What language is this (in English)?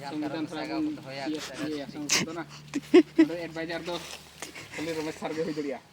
Santali